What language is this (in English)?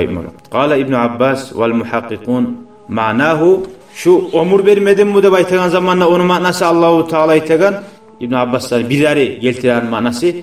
Kumyk